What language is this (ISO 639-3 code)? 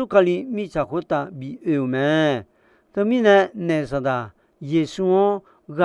ahk